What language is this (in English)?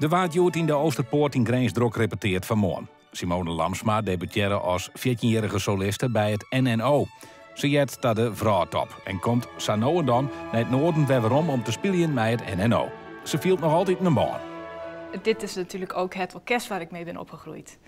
Western Frisian